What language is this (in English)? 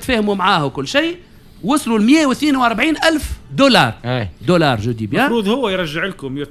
Tunisian Arabic